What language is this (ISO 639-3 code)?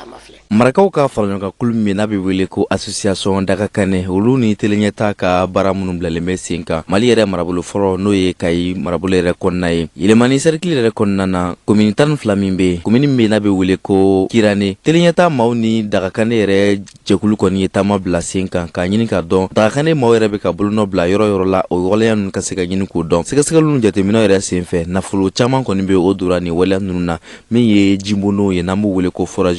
bam